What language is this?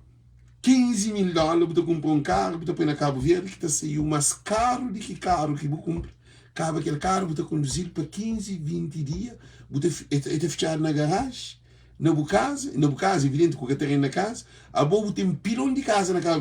Kabuverdianu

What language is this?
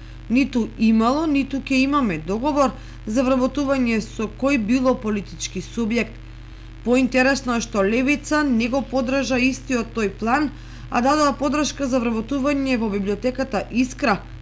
Macedonian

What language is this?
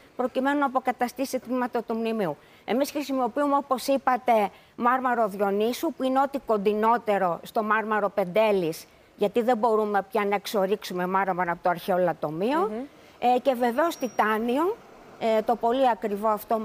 Greek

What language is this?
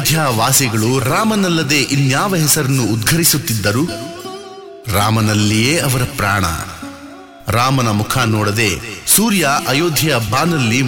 Kannada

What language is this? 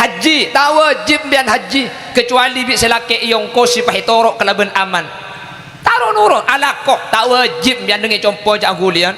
Madurese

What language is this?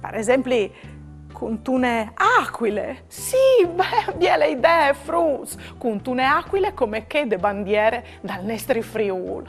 Friulian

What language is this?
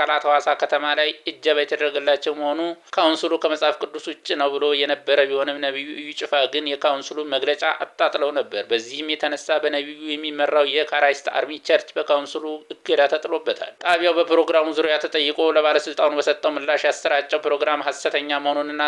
Amharic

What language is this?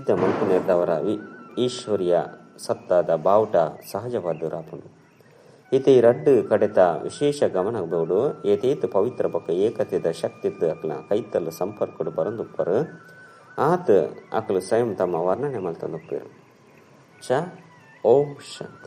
Tulu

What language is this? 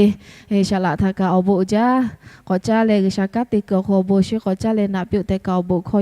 Lahu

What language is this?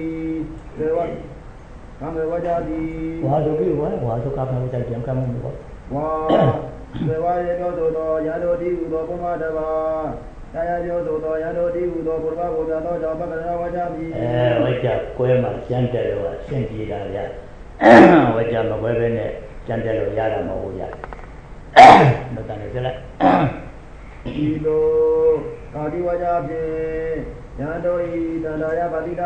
Burmese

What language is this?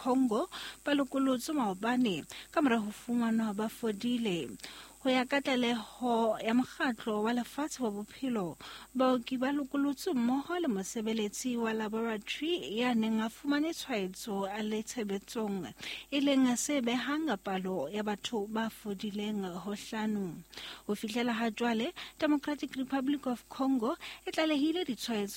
Southern Sotho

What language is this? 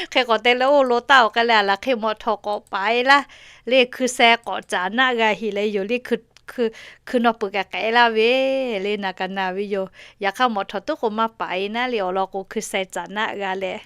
Lahu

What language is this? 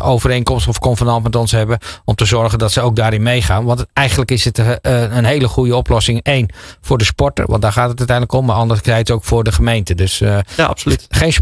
Dutch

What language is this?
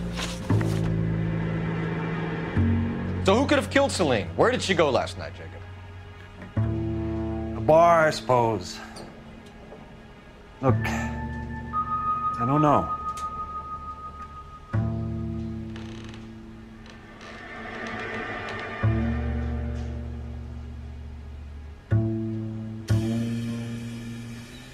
English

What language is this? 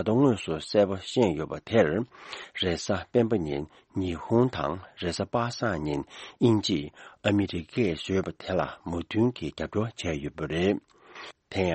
Tibetan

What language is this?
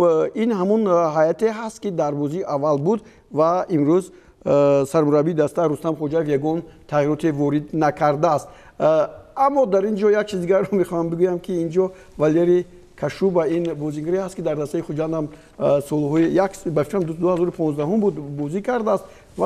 Tajik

